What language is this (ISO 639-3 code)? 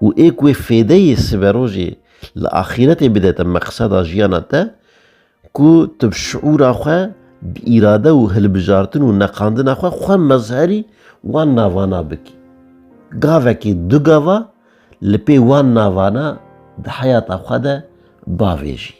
kur